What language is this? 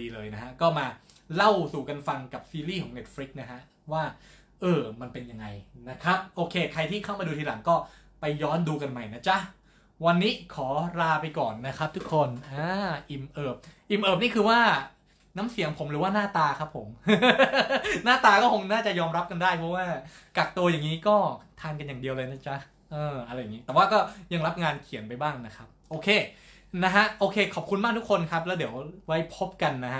Thai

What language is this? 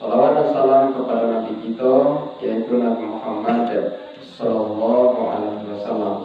Minangkabau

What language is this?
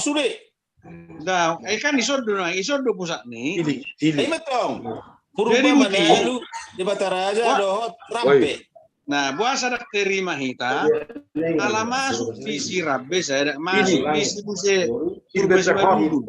Batak Toba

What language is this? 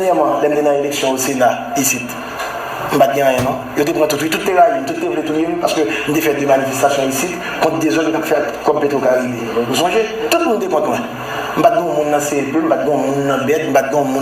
Haitian Creole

